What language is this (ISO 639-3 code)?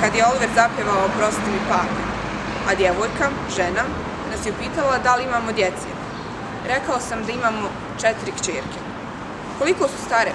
bos